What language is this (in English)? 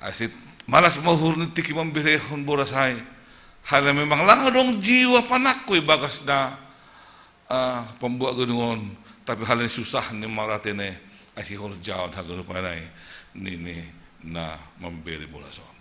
Batak Simalungun